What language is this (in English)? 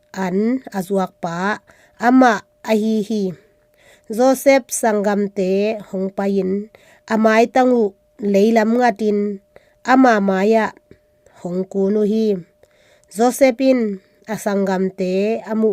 Tedim Chin